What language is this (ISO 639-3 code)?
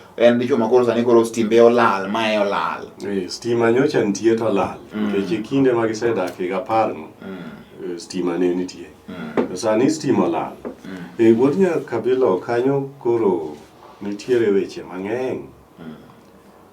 luo